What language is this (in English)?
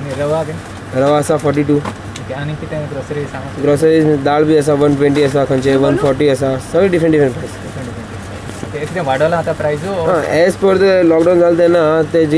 Konkani